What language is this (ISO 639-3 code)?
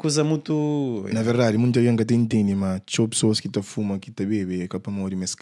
kea